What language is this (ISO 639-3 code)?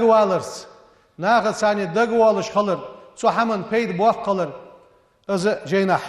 inh